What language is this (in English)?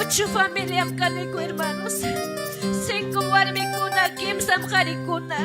Ayacucho Quechua